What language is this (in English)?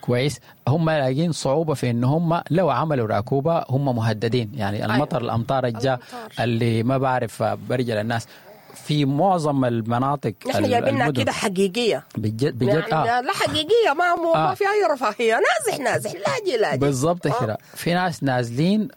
Sudanese Arabic